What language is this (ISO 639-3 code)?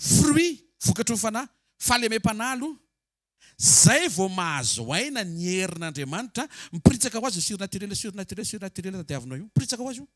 mlg